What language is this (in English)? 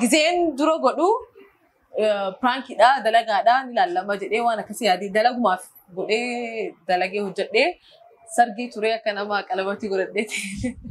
Oromo